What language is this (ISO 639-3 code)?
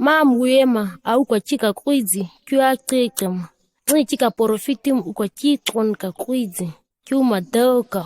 gnk